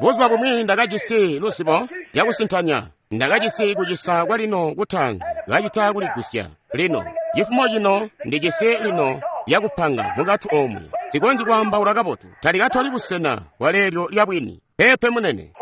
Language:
Tonga (Zambia)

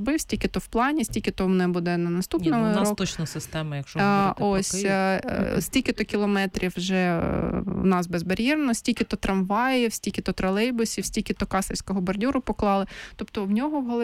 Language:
Ukrainian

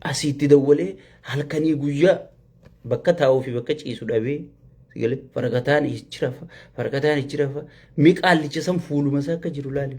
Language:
Oromo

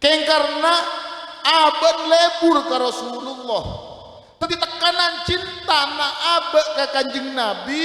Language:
Madurese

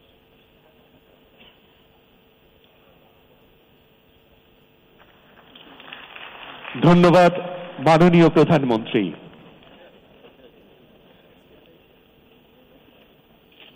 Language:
Bangla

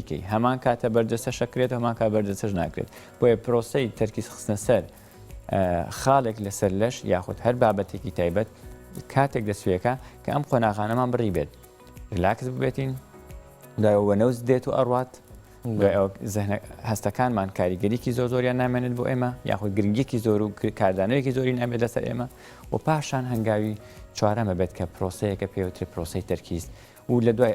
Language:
Central Kurdish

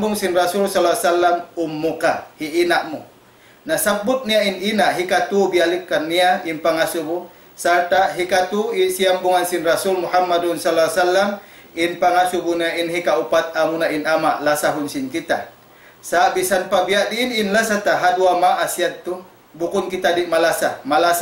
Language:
Tausug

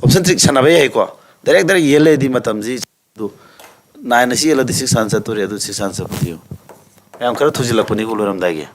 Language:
Manipuri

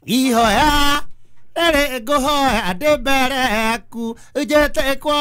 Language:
Kikuyu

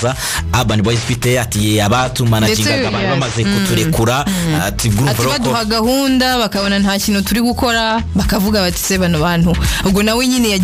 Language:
Kinyarwanda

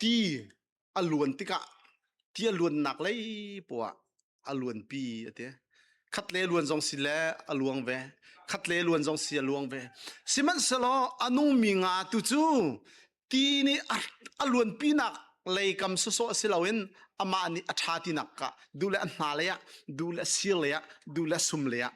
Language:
Hakha Chin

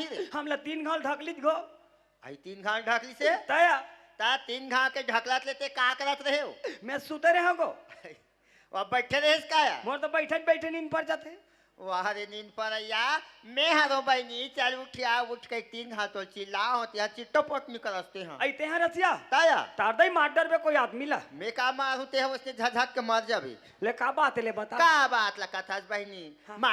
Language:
Chhattisgarhi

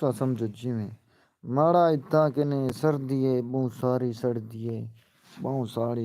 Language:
Saraiki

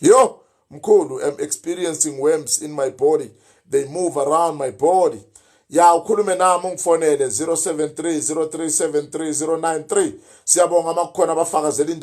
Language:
Zulu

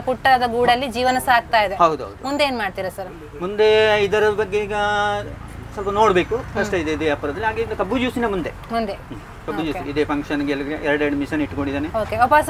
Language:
Kannada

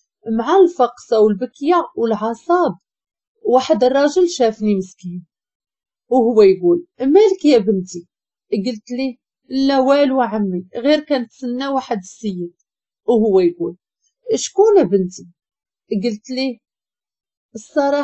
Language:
Moroccan Arabic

